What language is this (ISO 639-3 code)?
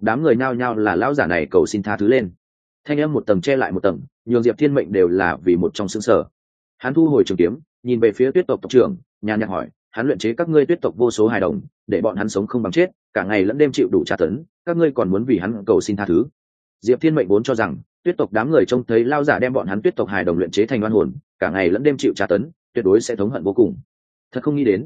vie